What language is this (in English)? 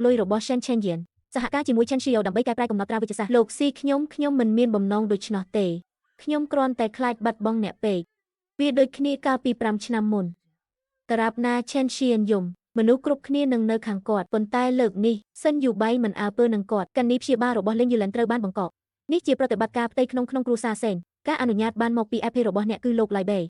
Khmer